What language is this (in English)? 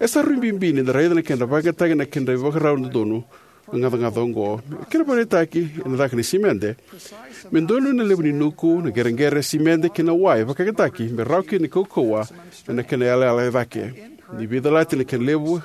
Fijian